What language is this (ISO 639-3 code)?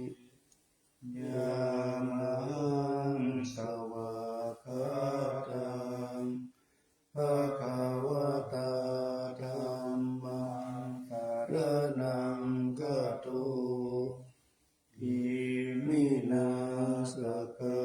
pli